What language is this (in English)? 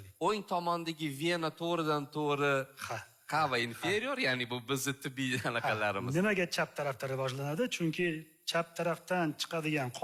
Uzbek